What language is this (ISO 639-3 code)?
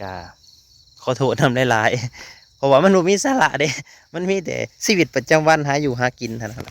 lao